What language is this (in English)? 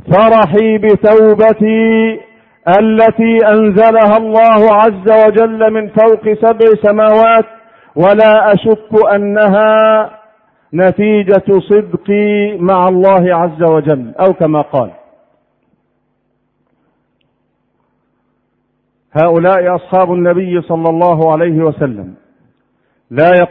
Arabic